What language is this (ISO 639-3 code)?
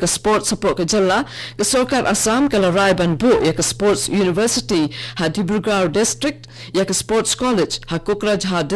kha